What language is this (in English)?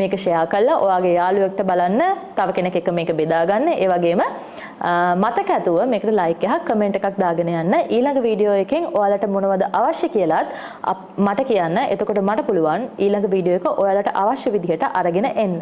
Sinhala